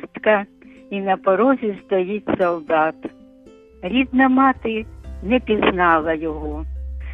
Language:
Ukrainian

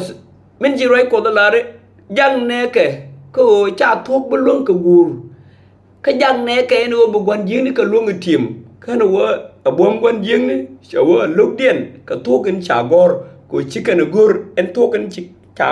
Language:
Nuer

